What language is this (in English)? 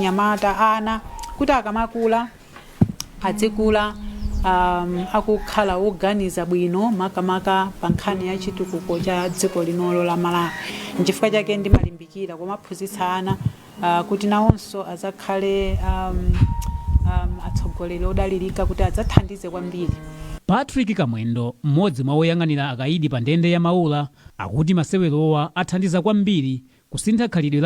Nyanja